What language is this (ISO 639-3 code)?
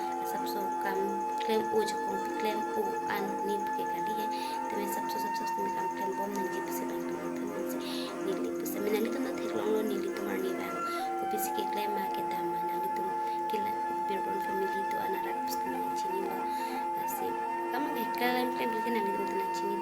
mjw